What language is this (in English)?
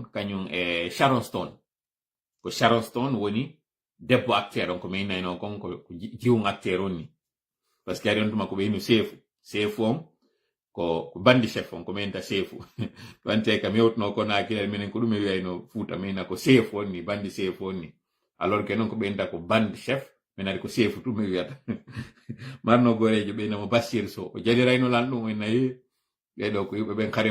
Fula